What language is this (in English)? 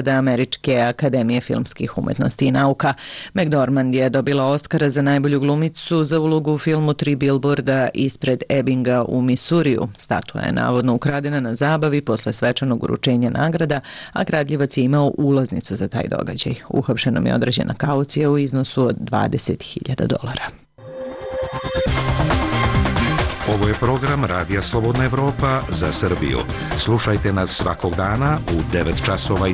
Serbian